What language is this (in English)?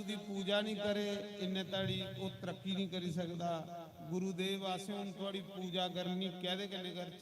Dogri